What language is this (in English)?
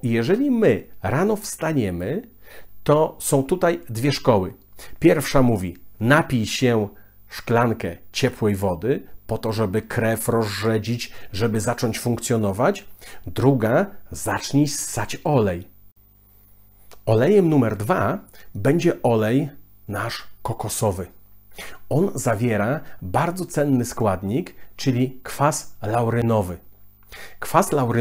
Polish